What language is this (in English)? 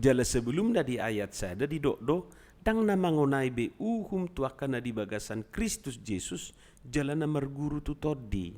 Batak Toba